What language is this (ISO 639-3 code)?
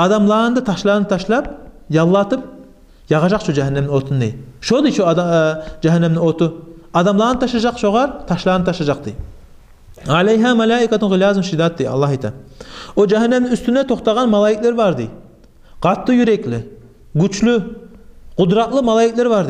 kum